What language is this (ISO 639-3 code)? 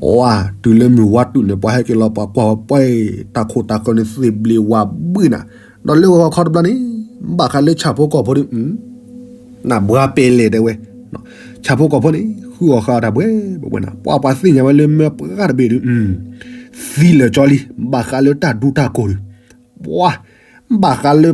ksw